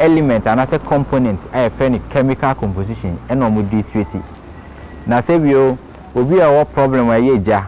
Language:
Akan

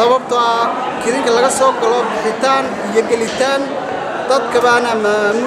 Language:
Somali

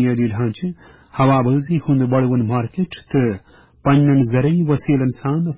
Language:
Kashmiri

